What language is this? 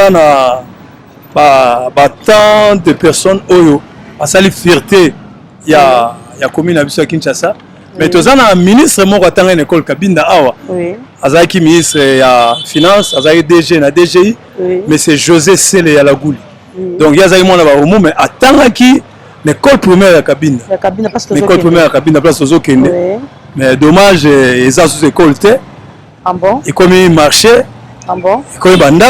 Lingala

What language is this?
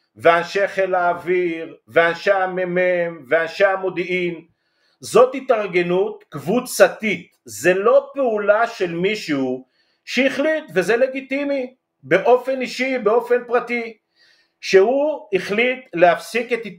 Hebrew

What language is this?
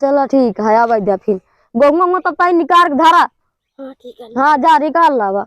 Awadhi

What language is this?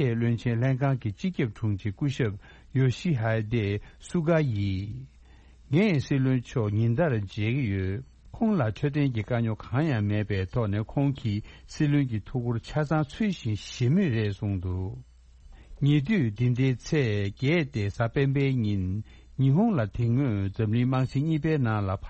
Tibetan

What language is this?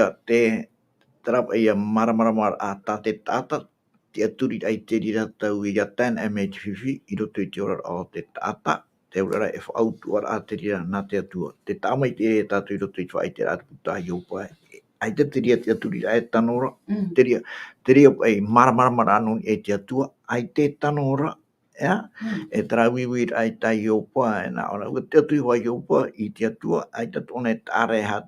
Tahitian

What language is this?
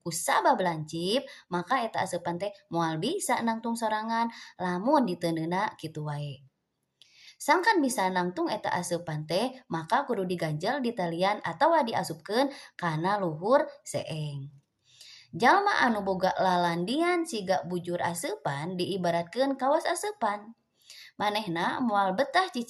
Sundanese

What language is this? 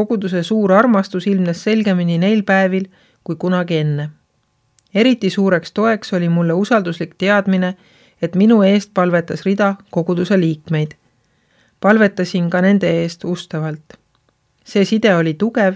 Estonian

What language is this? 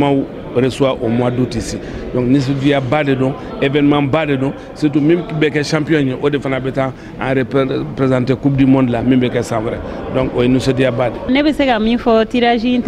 Bambara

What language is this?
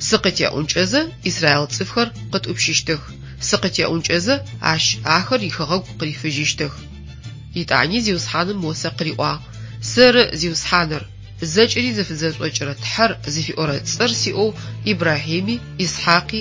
Adyghe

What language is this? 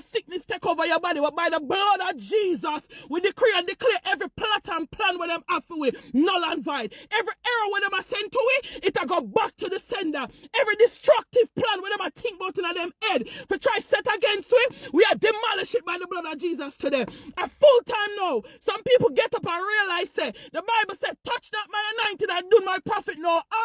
Jamaican Creole English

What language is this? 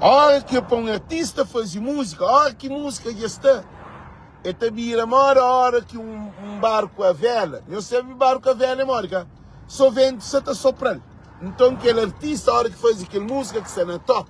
Kabuverdianu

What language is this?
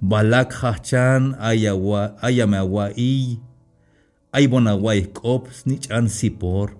Tzeltal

